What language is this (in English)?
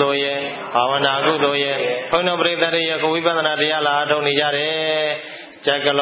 Burmese